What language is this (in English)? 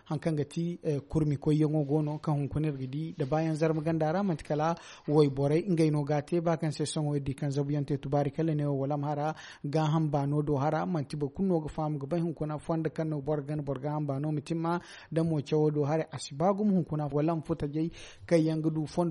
Zarma